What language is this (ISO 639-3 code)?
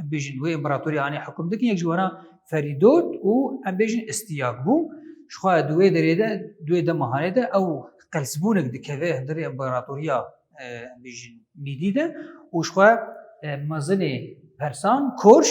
kur